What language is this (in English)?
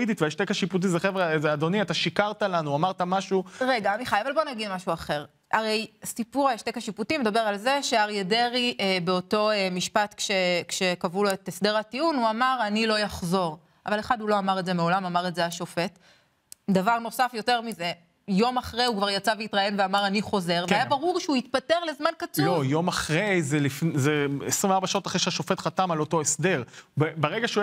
Hebrew